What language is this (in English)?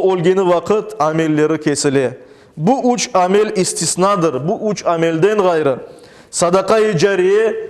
Crimean Tatar